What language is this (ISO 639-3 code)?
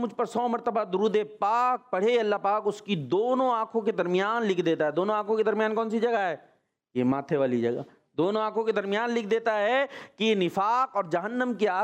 hin